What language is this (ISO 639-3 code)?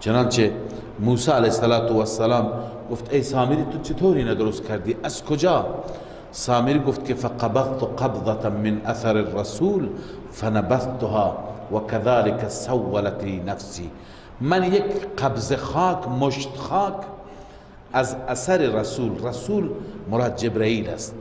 fas